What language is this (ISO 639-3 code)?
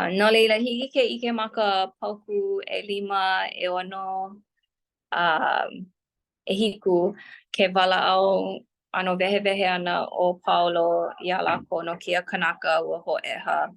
haw